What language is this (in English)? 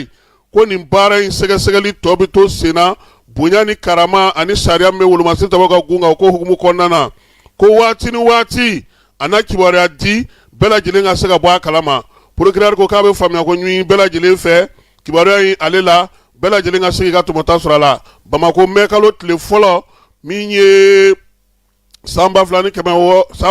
Bambara